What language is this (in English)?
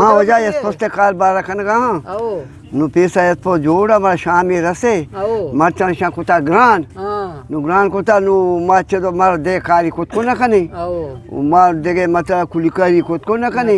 Eastern Balochi